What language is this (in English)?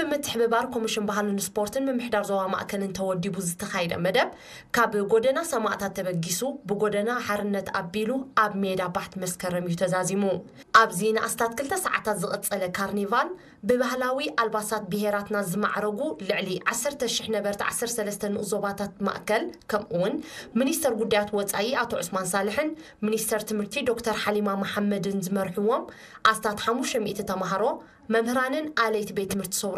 Tigrinya